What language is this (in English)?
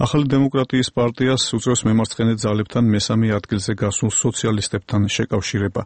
Georgian